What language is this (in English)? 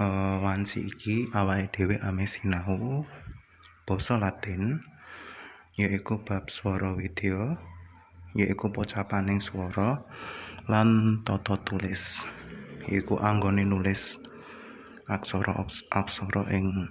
Javanese